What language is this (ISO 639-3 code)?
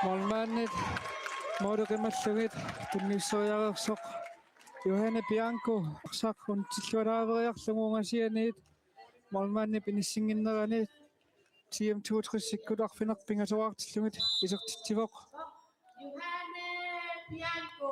kal